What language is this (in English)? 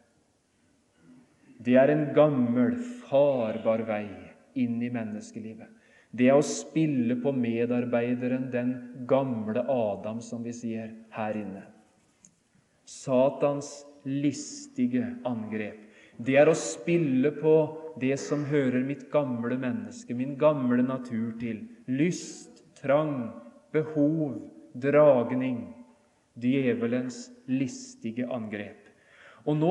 Norwegian